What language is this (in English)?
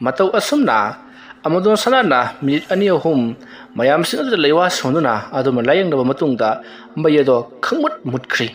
Manipuri